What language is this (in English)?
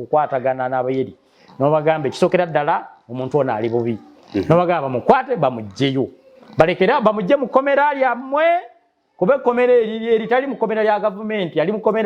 Ganda